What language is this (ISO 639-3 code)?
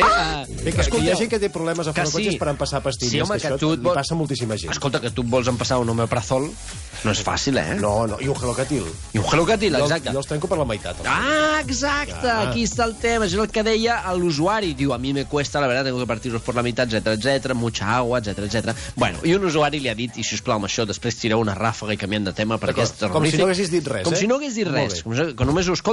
cat